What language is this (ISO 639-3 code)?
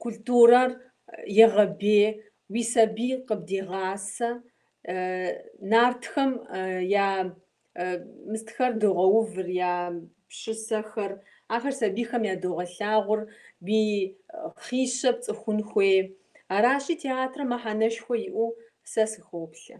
kbd